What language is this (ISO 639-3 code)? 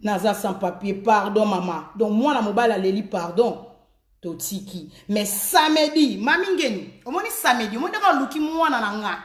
lin